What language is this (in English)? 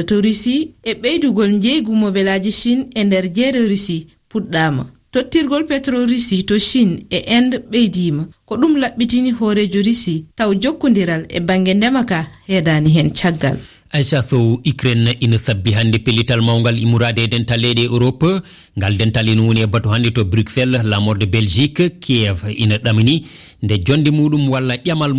Fula